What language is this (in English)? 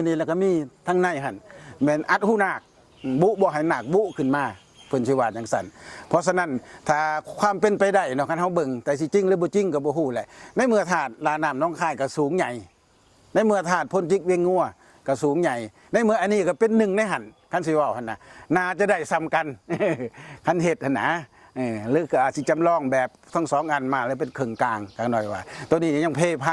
Lao